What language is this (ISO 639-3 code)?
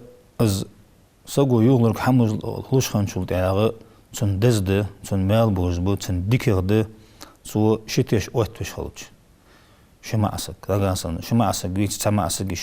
inh